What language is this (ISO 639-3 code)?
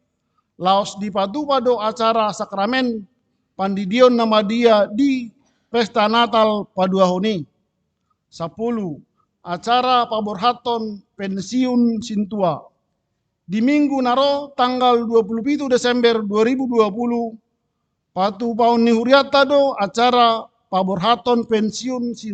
bbc